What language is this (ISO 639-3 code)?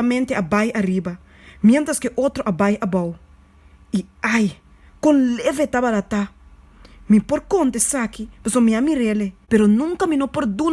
pap